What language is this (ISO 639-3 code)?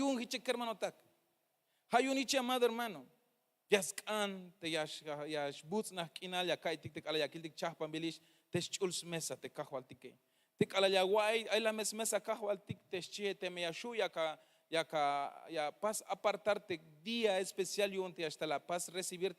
tzh